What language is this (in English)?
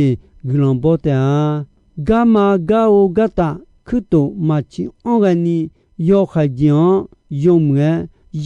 Akha